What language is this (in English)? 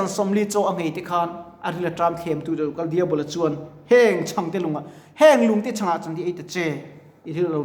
Mizo